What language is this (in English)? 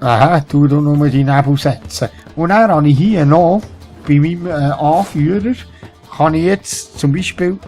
Swiss German